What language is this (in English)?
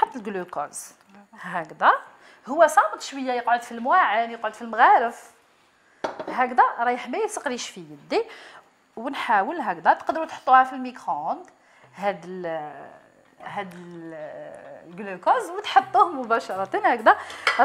Algerian Arabic